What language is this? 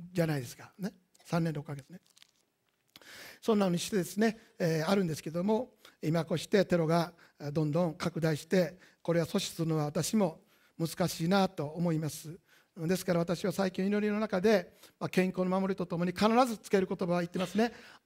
Japanese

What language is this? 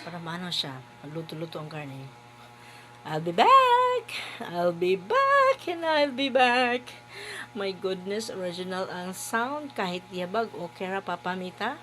Cebuano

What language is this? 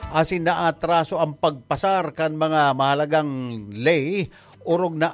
Bikol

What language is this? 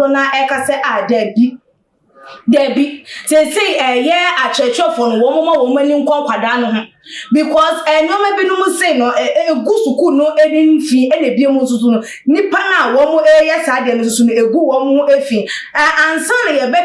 Akan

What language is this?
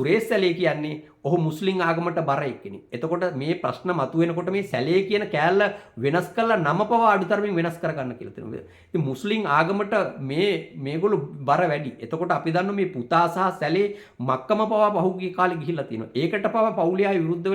Sinhala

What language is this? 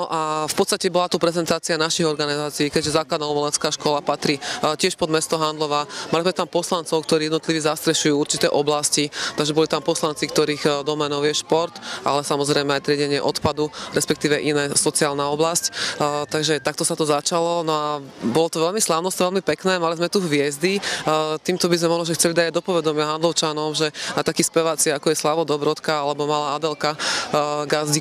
Slovak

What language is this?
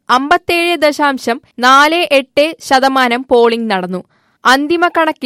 Malayalam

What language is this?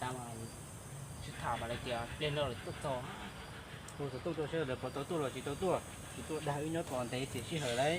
Hmong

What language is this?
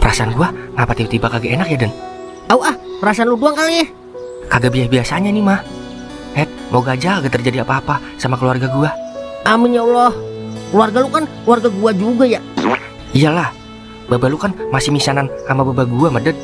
Betawi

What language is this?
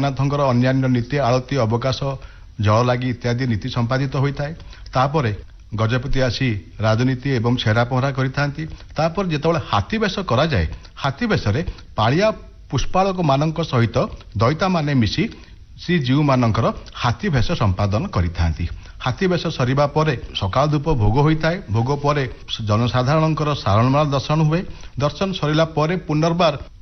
Odia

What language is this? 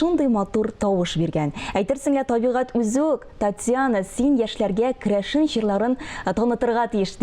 Tatar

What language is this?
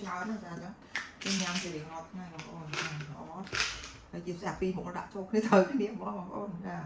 Khmer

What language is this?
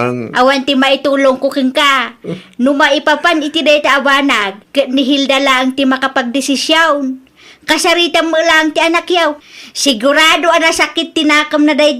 Iloko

